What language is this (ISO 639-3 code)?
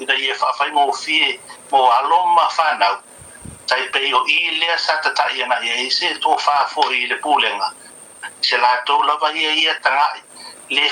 smo